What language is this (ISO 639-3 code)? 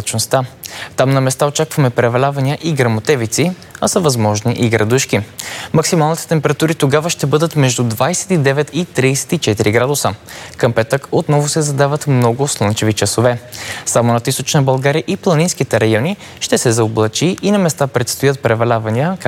bul